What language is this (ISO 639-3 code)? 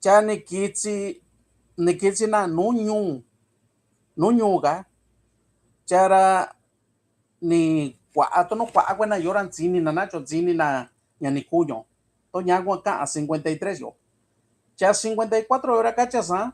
mix